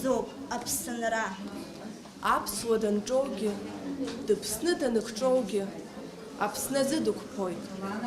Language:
Abkhazian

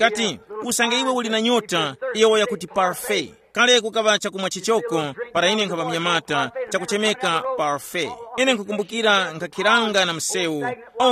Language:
Tumbuka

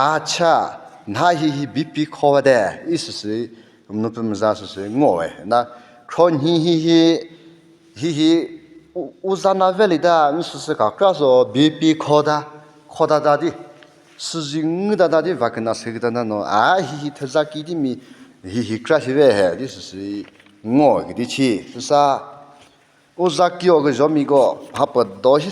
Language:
Chokri Naga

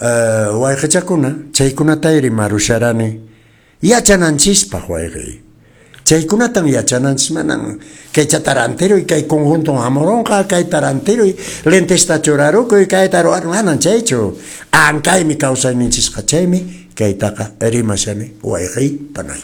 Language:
Quechua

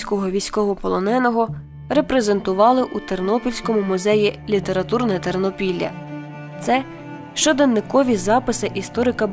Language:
Ukrainian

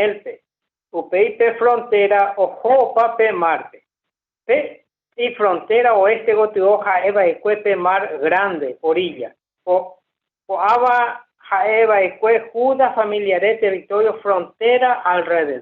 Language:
Guarani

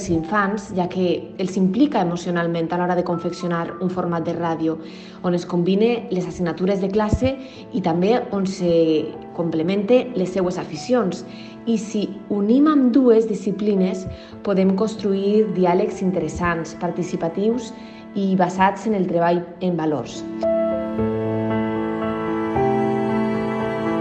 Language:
Catalan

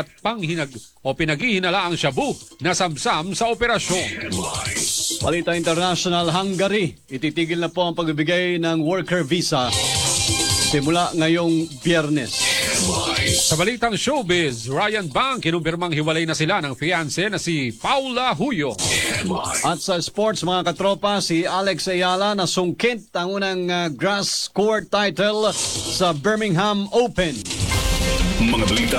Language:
Filipino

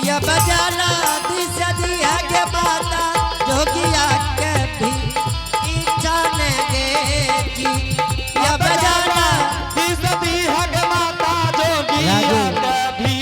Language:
Angika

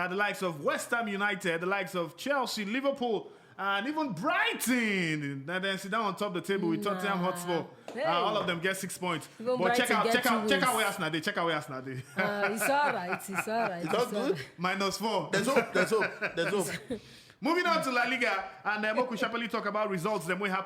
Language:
Nigerian Pidgin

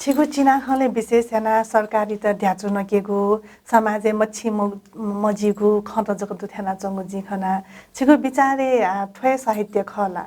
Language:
Newari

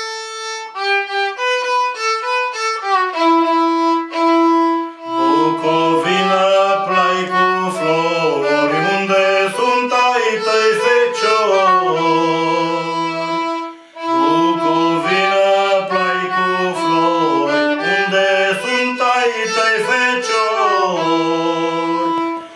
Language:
Romanian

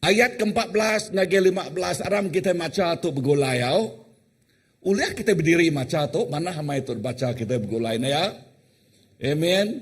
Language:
Iban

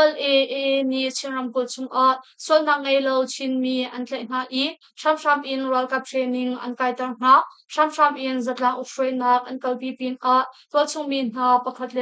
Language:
Hakha Chin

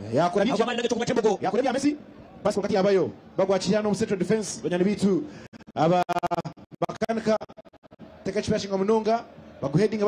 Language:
Nyankole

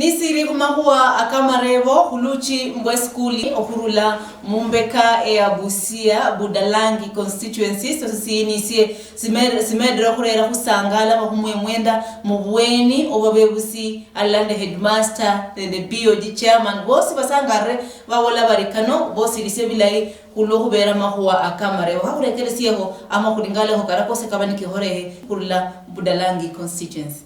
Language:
Luyia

